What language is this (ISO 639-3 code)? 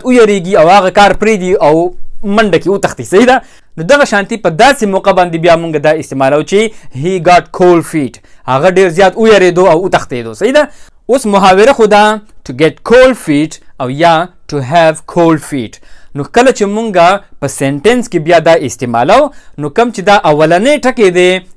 pus